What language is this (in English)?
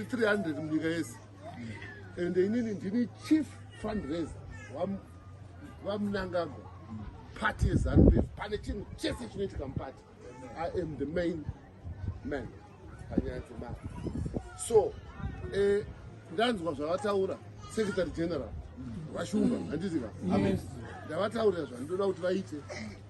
Shona